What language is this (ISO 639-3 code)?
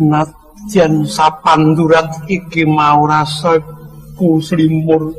jav